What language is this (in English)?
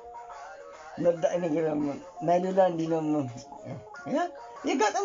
Tigrinya